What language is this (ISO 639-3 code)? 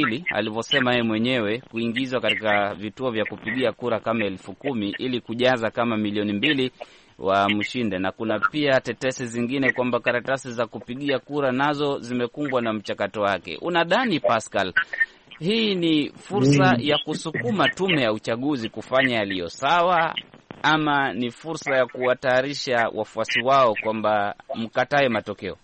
swa